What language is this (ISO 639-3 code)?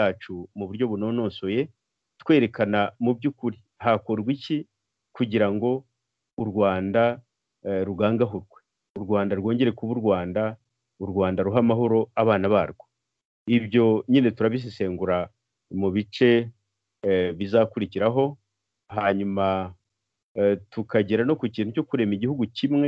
kin